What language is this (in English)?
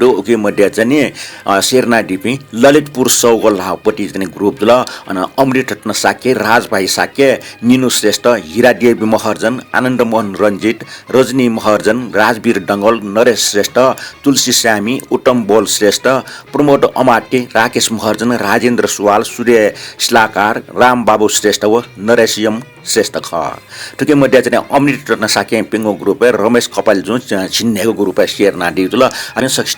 Newari